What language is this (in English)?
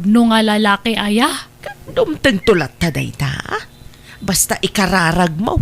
Iloko